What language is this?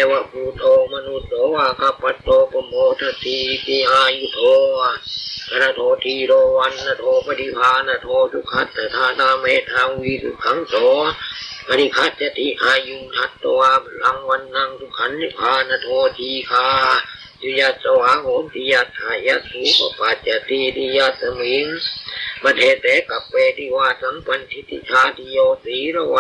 Pali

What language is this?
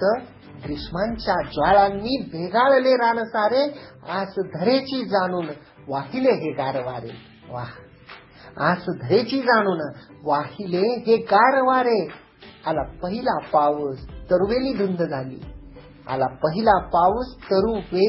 Marathi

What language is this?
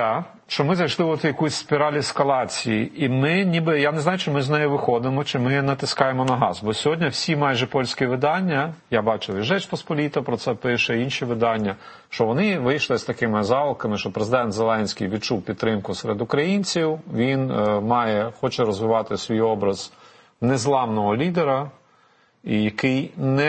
Ukrainian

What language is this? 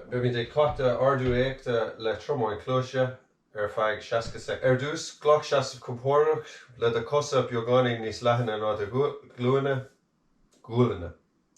Irish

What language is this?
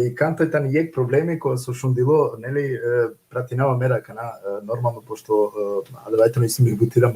Balkan Romani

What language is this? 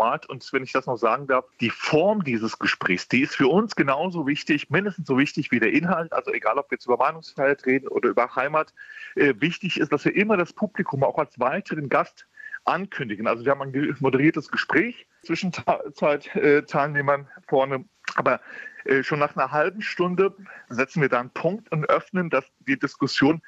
German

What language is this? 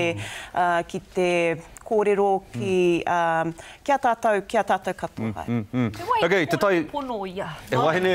Māori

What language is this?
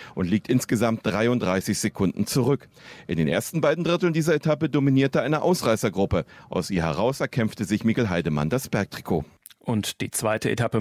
German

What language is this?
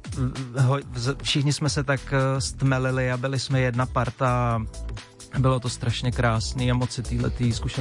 Czech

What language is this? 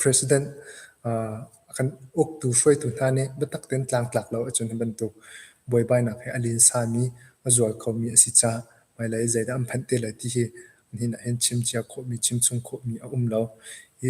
Hakha Chin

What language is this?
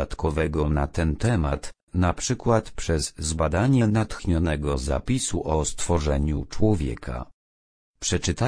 Polish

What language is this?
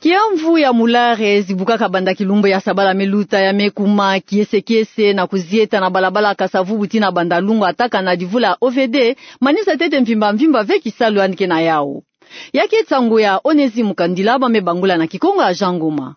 Kituba (Democratic Republic of Congo)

